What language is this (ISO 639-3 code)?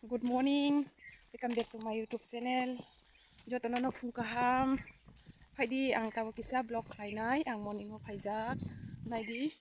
trp